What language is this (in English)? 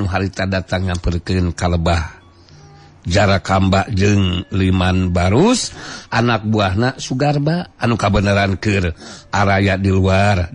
Sundanese